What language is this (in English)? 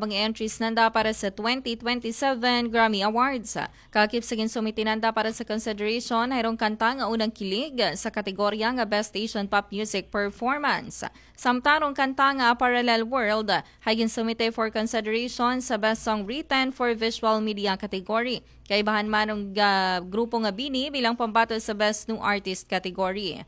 Aklanon